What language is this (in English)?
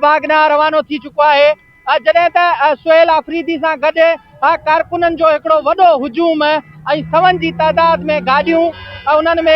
Sindhi